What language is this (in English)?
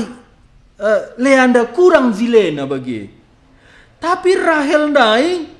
Batak Karo